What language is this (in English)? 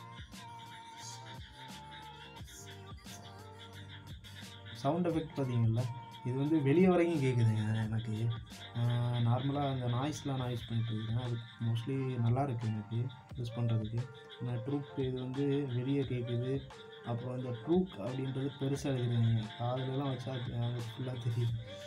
Tamil